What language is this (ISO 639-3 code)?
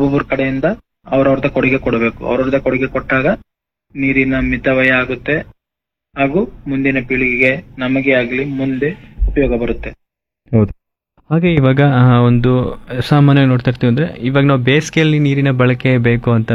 kan